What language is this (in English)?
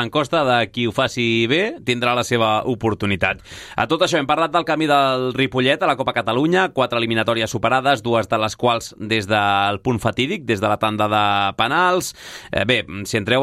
Catalan